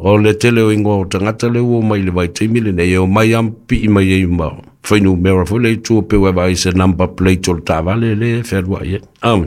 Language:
Samoan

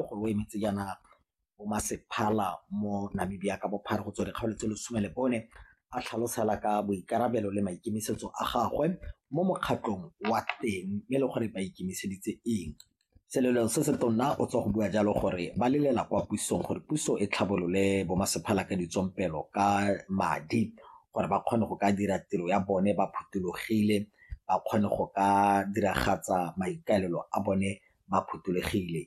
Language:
Tswana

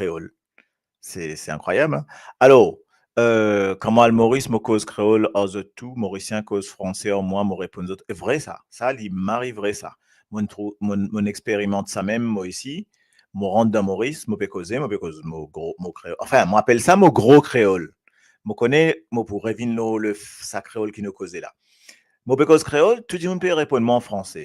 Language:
Morisyen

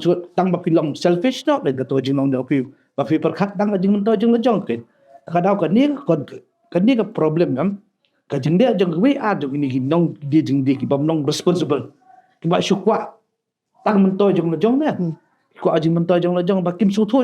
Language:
Khasi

